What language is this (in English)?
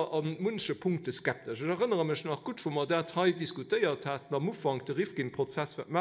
Luxembourgish